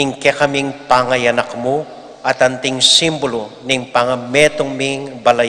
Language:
Pampanga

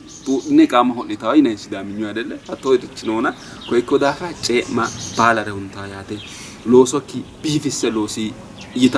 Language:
Sidamo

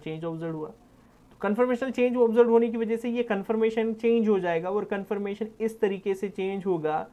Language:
Hindi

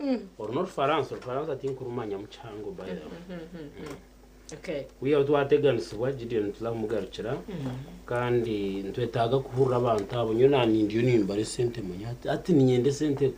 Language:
Nyankole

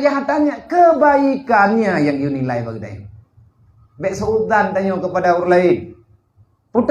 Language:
Achinese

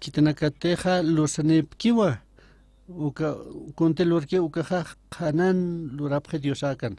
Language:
Aymara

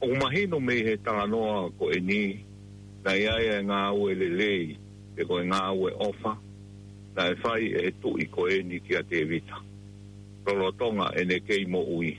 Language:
Tongan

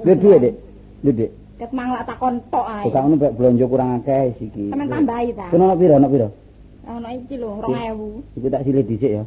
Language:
Javanese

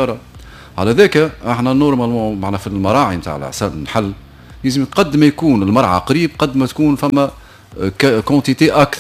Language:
Tunisian Arabic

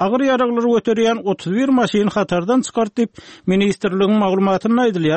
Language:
Turkmen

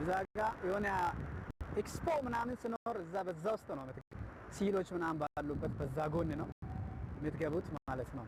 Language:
Amharic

